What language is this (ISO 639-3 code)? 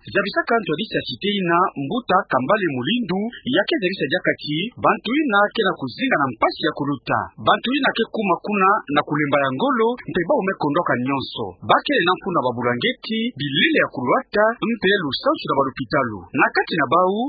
ktu